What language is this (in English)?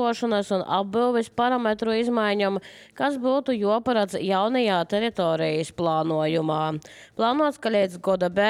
Latvian